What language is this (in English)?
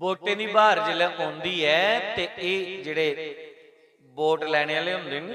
Dogri